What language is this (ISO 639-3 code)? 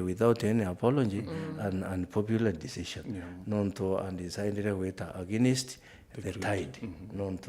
mer